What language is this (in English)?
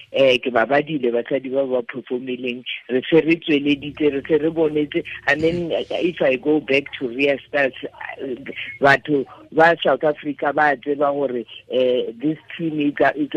Tswana